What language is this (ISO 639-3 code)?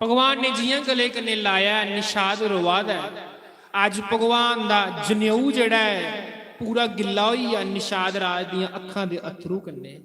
doi